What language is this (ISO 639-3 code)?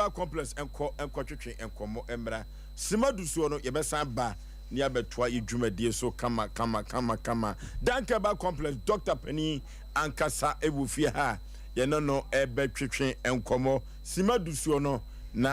aka